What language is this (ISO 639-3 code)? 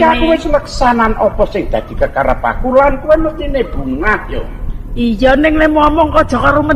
jav